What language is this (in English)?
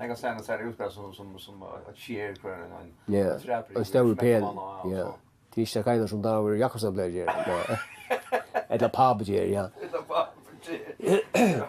Faroese